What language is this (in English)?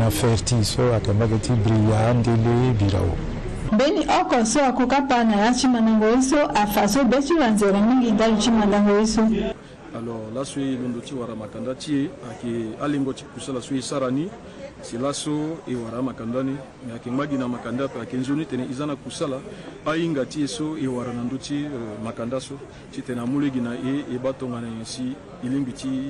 Sango